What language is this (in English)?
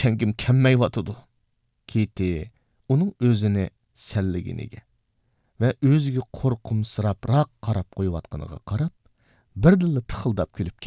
Uyghur